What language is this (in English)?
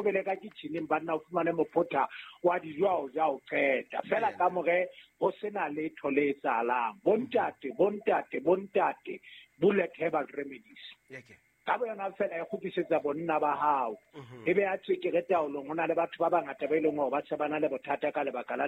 Southern Sotho